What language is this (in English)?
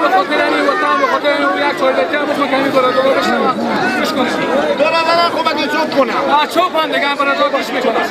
Persian